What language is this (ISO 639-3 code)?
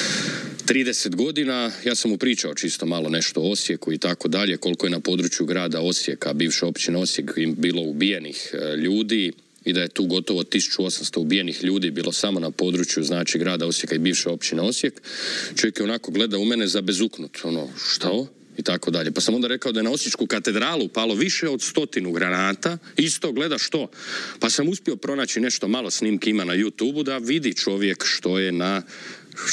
hrv